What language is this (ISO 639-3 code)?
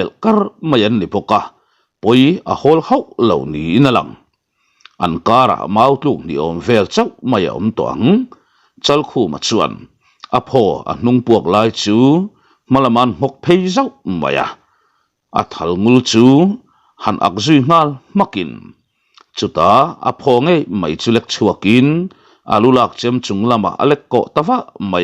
lus